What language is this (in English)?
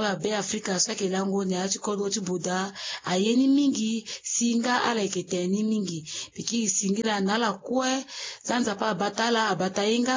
Sango